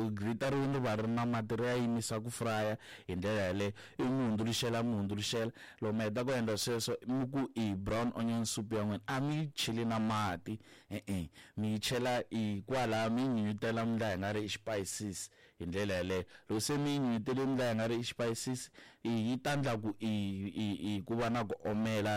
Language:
Tsonga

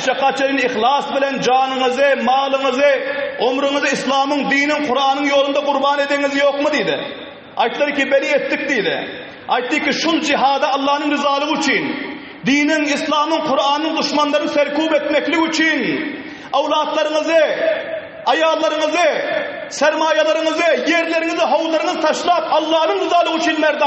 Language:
Turkmen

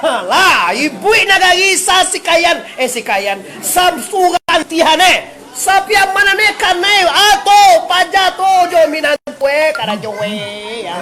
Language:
Minangkabau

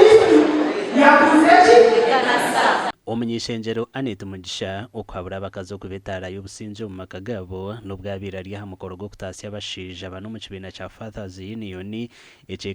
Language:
Nyankole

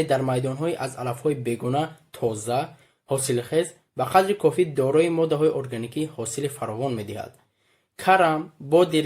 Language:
Tajik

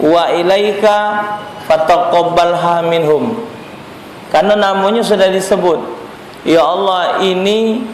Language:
Musi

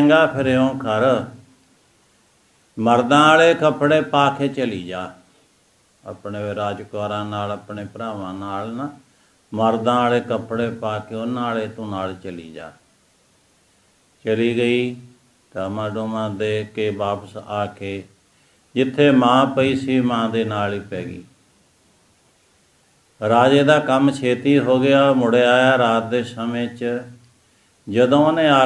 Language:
Punjabi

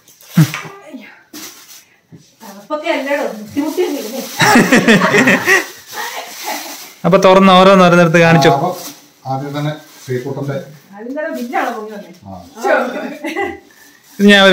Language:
Malayalam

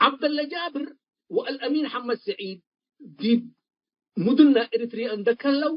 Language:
Tigre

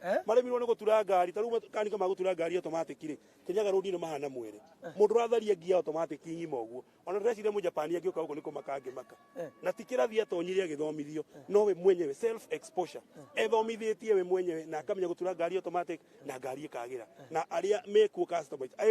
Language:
Kikuyu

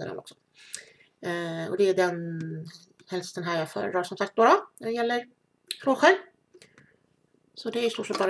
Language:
Swedish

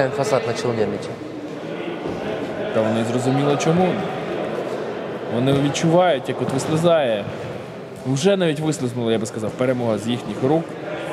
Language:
Ukrainian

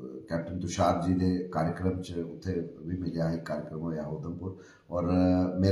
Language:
Dogri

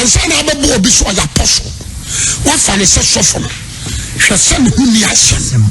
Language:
Akan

